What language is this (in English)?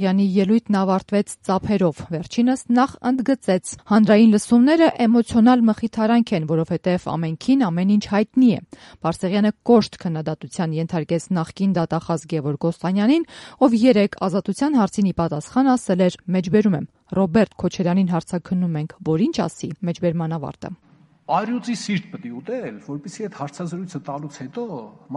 Armenian